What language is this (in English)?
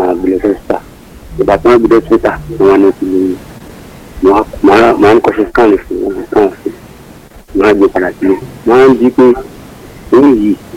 Yoruba